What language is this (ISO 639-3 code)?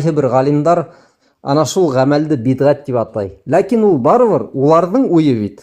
bak